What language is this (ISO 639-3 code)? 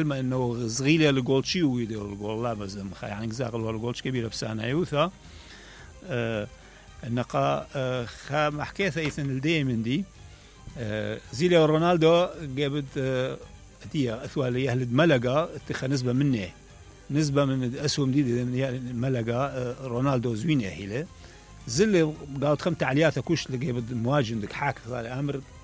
acm